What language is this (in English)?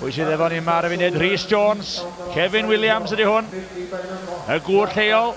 Welsh